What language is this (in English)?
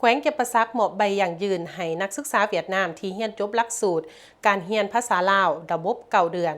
Lao